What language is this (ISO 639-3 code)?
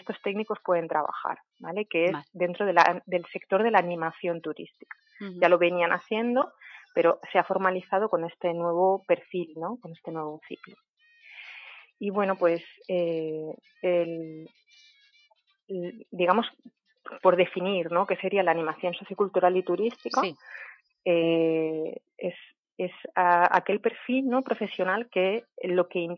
spa